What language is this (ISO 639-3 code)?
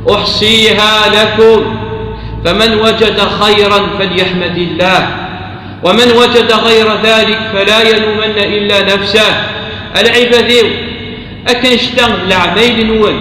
kab